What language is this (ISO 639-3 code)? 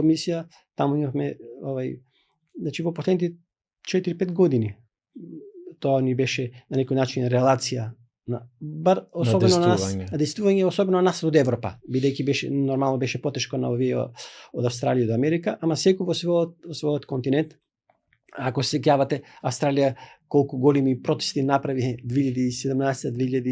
mkd